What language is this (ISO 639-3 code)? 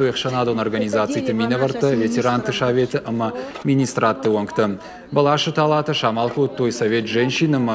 oss